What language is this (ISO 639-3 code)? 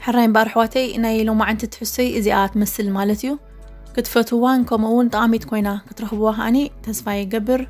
tir